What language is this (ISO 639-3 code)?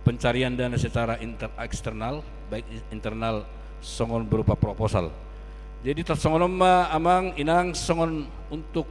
bbc